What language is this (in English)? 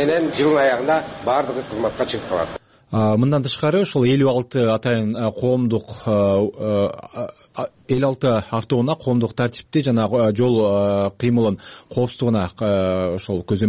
Kyrgyz